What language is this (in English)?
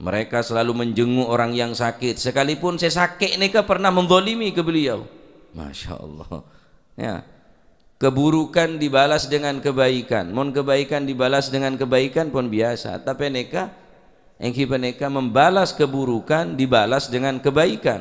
Madurese